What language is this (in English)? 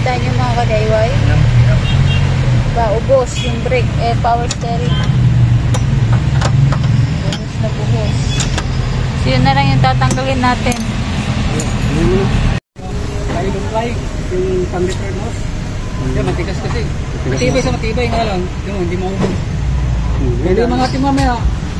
Filipino